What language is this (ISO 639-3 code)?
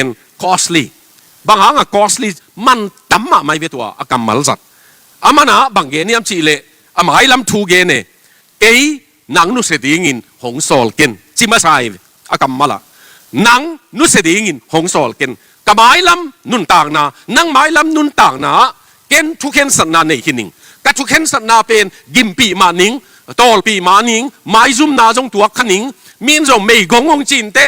ctd